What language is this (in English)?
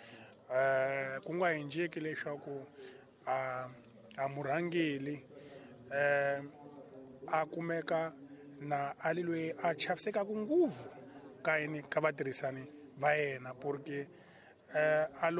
Tsonga